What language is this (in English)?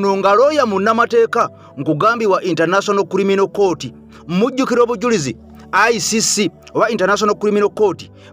Ganda